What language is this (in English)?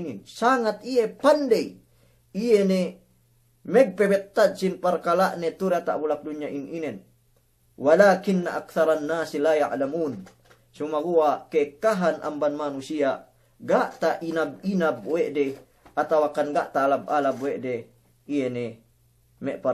Yakan